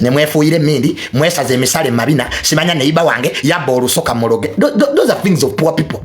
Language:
Ganda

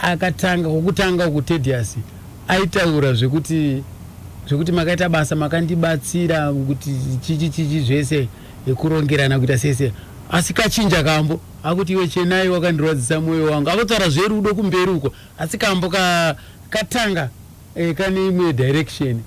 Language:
Shona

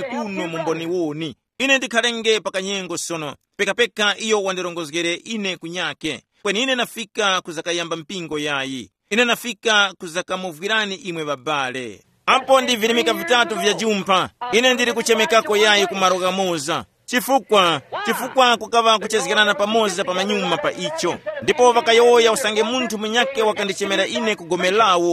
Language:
Tumbuka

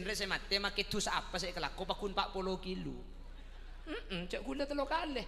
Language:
Madurese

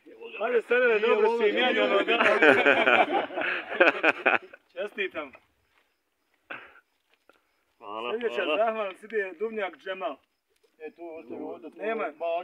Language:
Bosnian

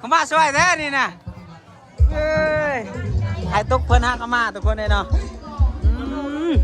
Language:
Lao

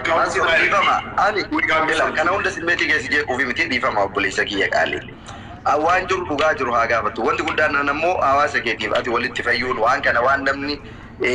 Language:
Oromo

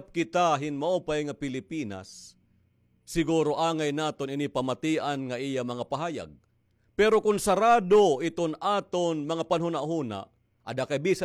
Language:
Waray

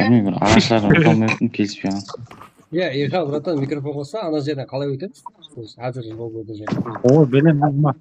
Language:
Kara-Kalpak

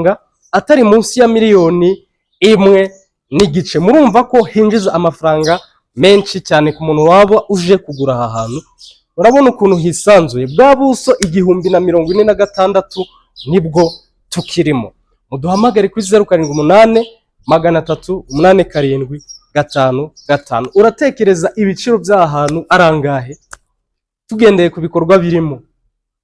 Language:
Kinyarwanda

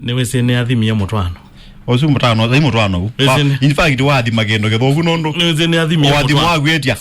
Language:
Kamba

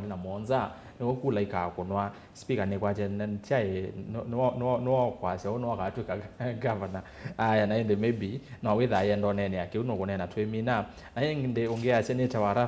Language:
Kamba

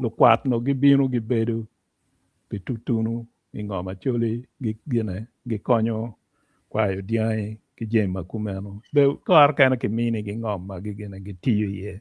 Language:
Acoli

